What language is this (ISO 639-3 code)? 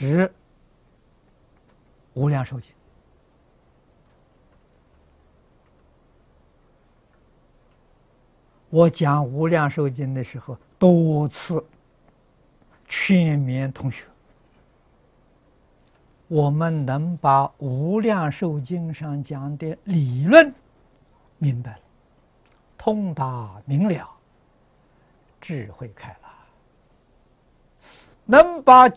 zho